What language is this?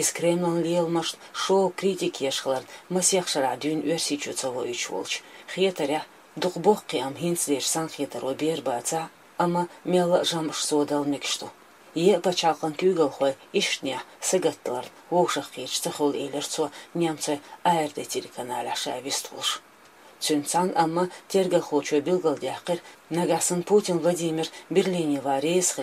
Chechen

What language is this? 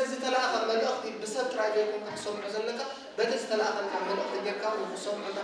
Tigrinya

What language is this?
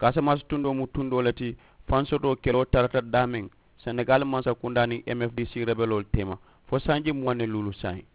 Mandingo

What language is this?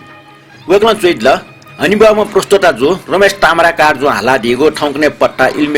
Newari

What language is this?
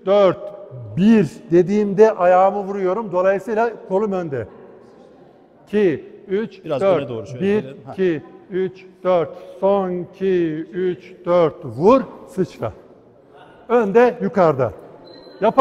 Turkish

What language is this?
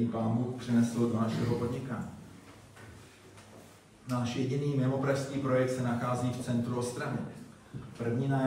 Czech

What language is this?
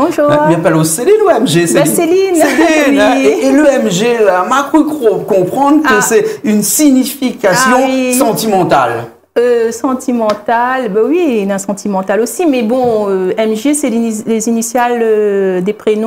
Réunion Creole French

